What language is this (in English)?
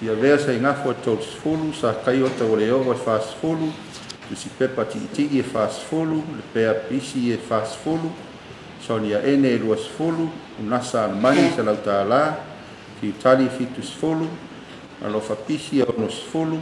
Samoan